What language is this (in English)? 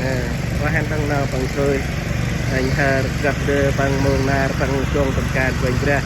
Central Mnong